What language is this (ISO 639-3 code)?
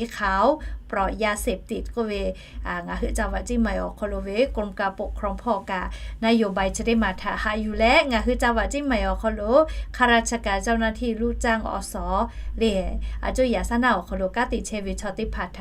lhu